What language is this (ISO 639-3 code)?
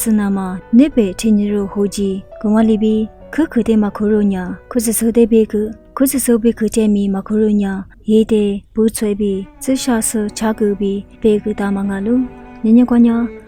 lis